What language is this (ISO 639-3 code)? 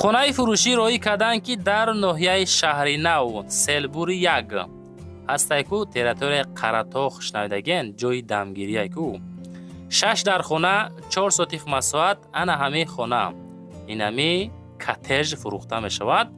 tgk